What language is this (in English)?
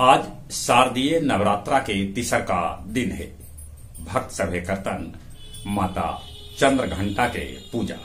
Magahi